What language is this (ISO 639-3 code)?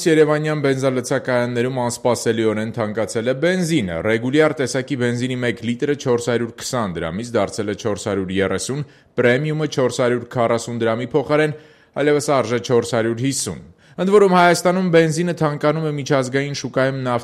hye